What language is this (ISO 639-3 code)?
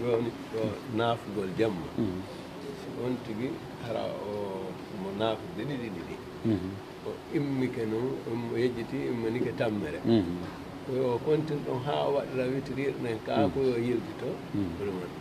fuf